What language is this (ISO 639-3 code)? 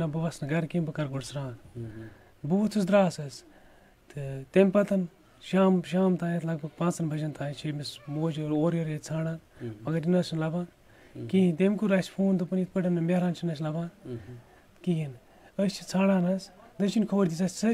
kas